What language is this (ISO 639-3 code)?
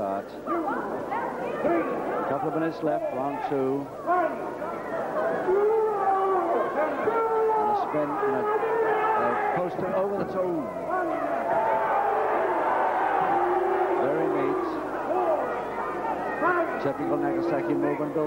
eng